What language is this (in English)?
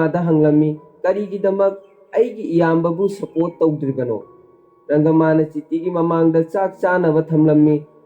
Manipuri